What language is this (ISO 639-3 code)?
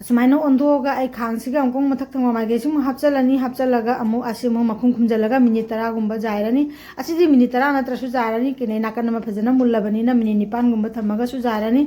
mni